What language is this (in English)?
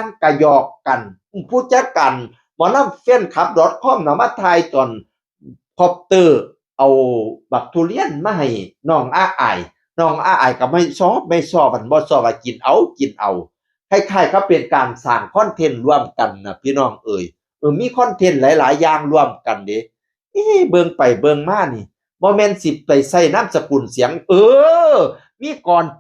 Northeastern Thai